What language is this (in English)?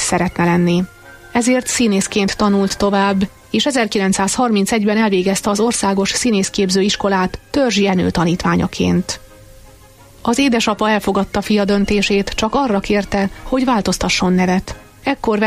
Hungarian